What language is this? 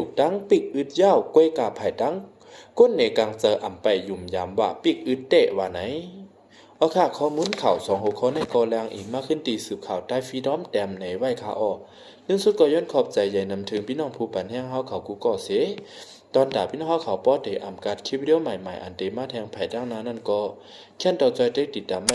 Shan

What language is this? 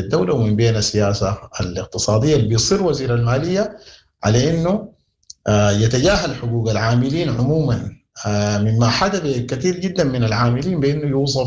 Sudanese Arabic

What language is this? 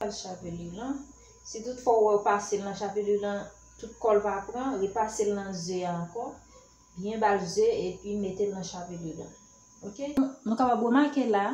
Haitian Creole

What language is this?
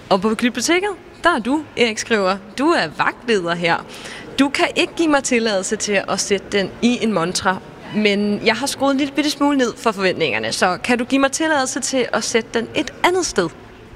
Danish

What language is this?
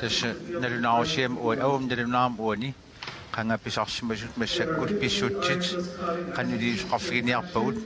Kalaallisut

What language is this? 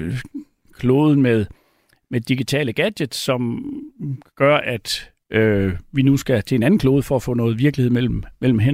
Danish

